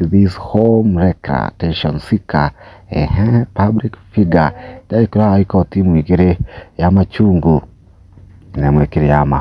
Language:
Kikuyu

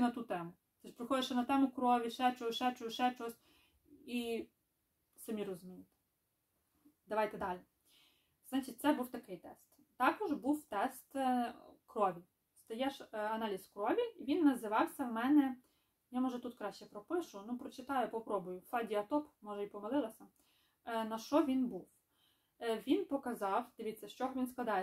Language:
Ukrainian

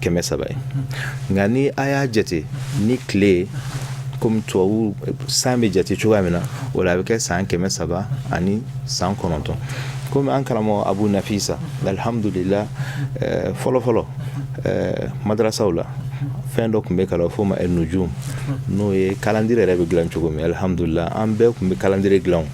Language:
Bambara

